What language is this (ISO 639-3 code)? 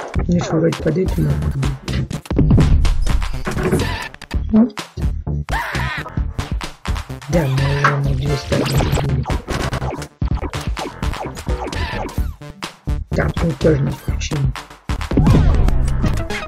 rus